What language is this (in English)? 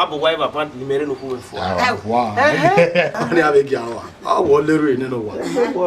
Bini